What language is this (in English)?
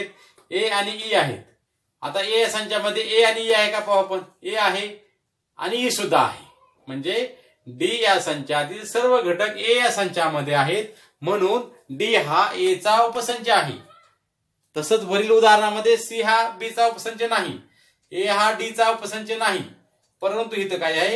Marathi